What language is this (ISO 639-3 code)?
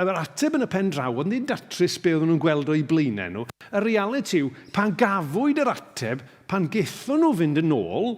cym